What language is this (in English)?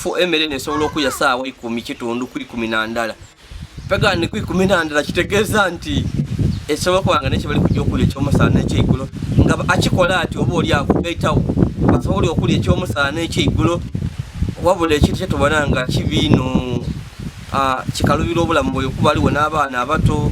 Ganda